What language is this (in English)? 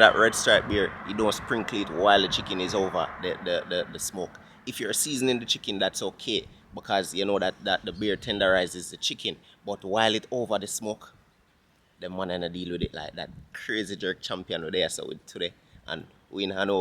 Jamaican Creole English